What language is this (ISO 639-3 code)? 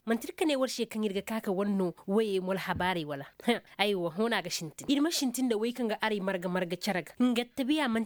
ses